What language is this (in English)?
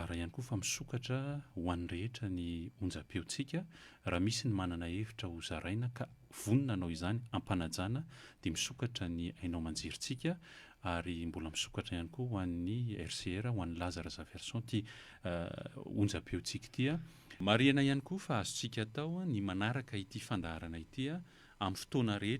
Malagasy